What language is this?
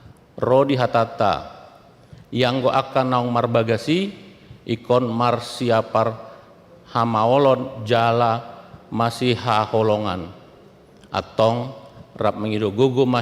Batak Toba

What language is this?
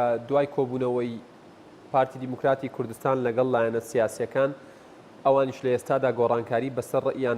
Central Kurdish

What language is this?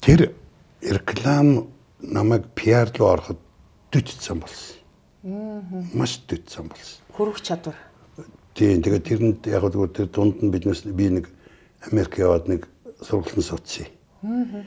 Mongolian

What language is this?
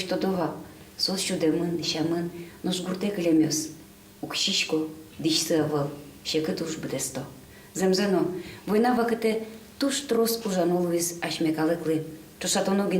Udmurt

